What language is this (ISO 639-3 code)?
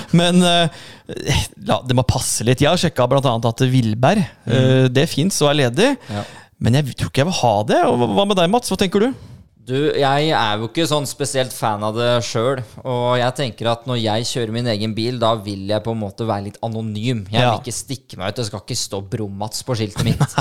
nor